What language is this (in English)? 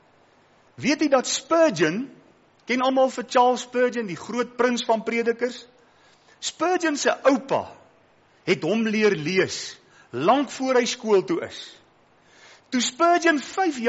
Afrikaans